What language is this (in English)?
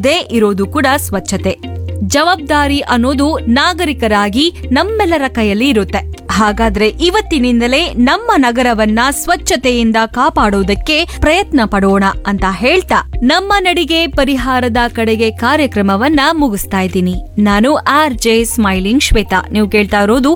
Kannada